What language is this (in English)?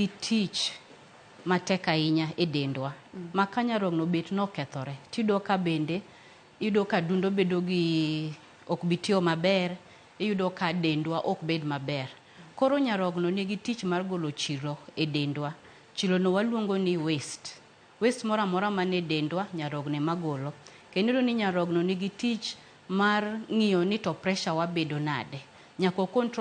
Luo (Kenya and Tanzania)